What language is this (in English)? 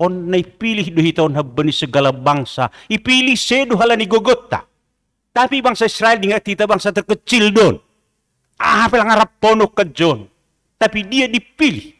Batak Simalungun